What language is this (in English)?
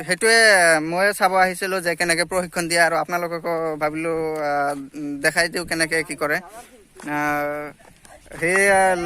Assamese